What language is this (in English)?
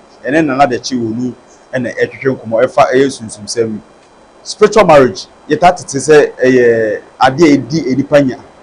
Akan